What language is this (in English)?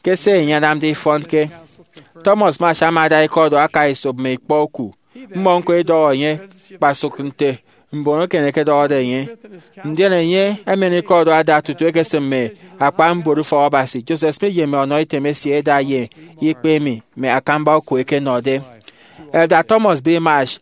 Efik